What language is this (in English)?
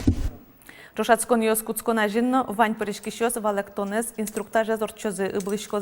Udmurt